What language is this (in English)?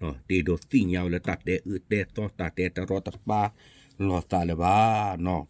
S'gaw Karen